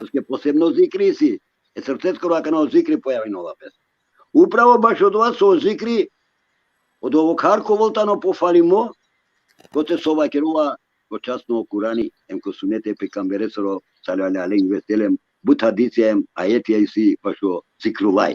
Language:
Balkan Romani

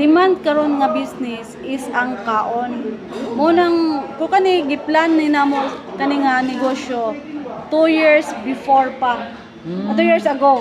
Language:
Cebuano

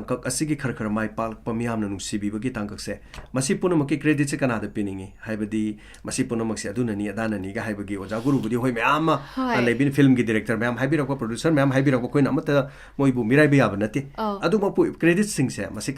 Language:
Manipuri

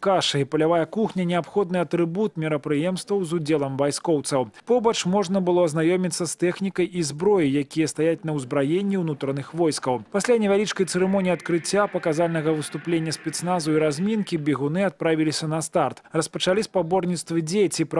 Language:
Belarusian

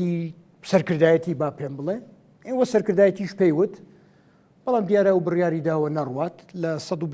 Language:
Central Kurdish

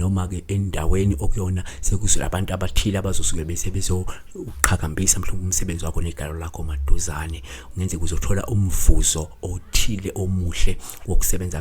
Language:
Zulu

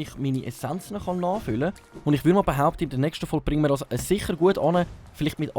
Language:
Swiss German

